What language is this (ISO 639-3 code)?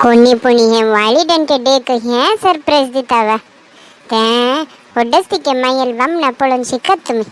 kok